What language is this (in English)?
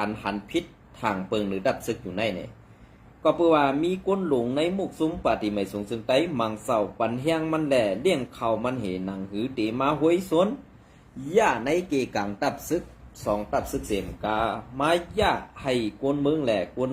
Shan